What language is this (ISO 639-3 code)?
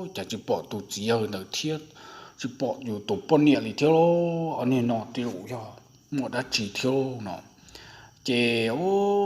hmn